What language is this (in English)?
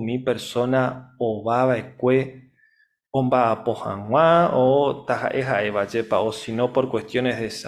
Guarani